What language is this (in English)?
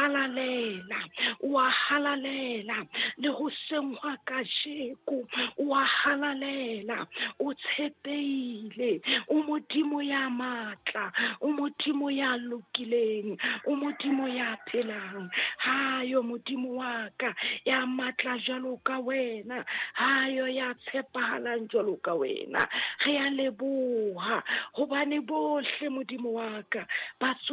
Southern Sotho